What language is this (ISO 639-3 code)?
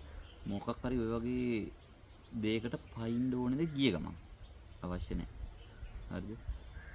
sin